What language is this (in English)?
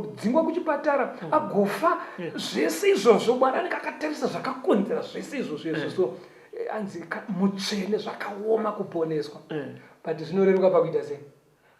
Shona